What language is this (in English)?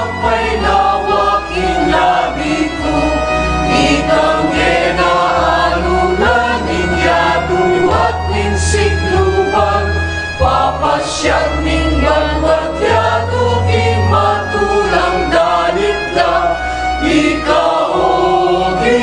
Pampanga